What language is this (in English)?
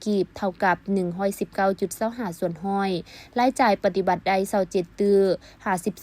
Lao